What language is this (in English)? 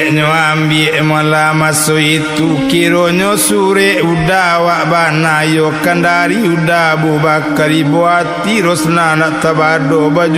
Minangkabau